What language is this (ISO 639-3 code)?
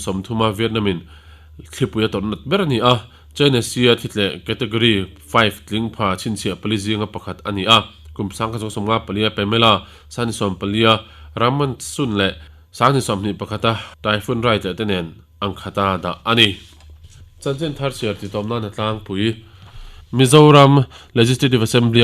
lus